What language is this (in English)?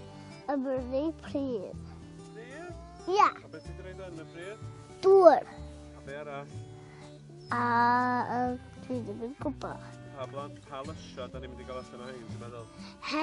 Welsh